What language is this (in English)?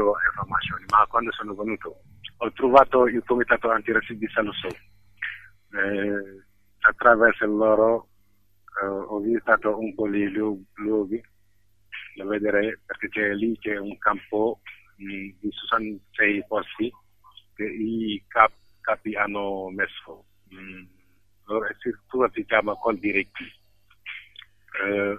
Italian